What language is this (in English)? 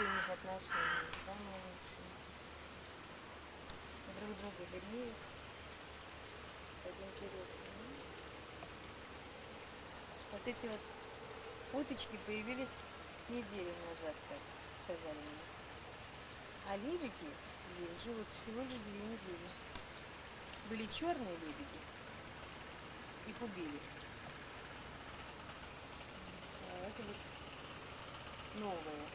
Russian